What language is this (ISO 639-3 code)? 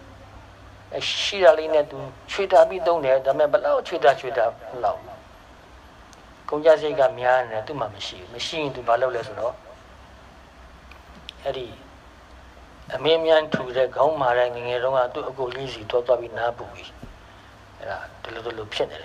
mya